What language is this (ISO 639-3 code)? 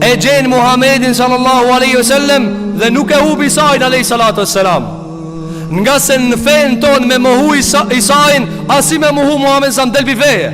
sqi